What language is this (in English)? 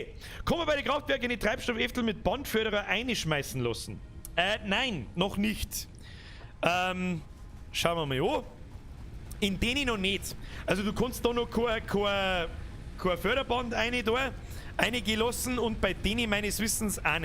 Bavarian